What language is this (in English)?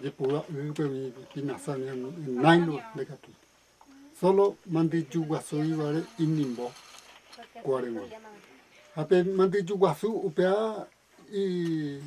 Guarani